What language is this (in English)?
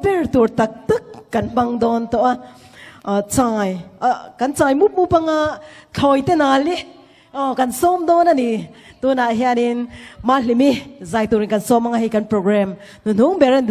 Mizo